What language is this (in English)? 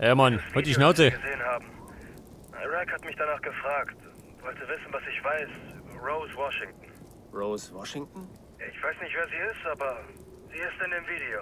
Bavarian